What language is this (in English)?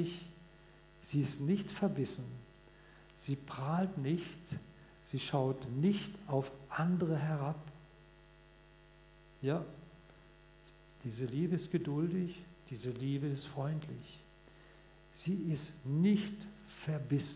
German